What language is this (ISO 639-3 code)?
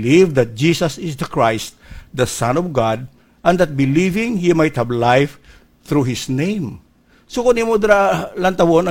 hil